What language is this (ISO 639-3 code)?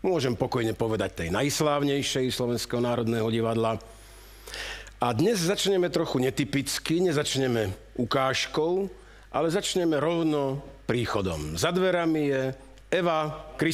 slk